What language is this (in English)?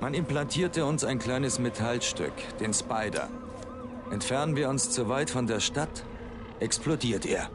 Bavarian